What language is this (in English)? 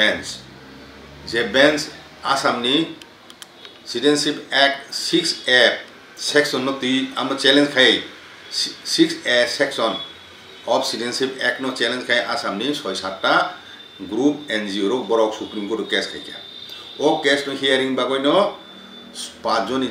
Kok Borok